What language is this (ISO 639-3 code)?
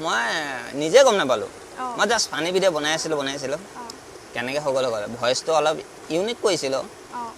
asm